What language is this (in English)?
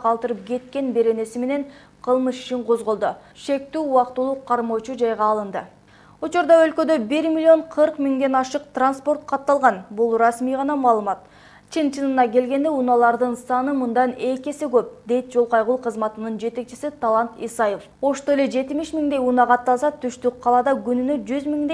Kyrgyz